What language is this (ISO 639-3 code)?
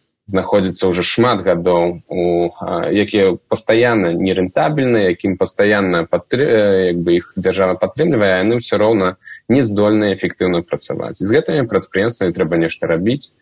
bel